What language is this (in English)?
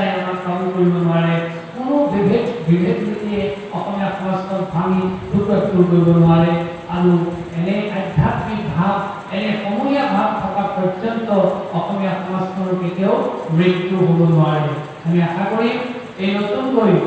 Assamese